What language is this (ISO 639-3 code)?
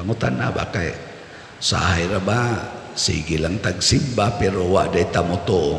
ceb